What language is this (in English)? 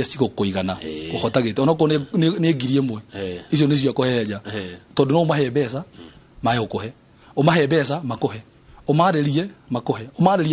Kikuyu